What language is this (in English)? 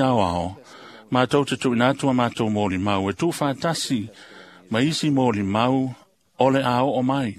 Samoan